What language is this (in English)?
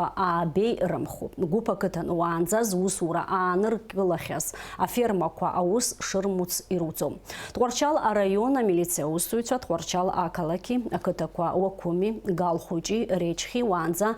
Abkhazian